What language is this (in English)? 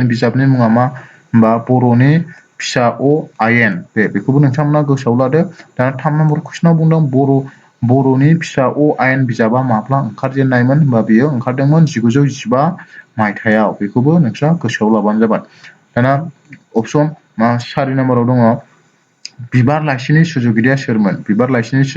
Bodo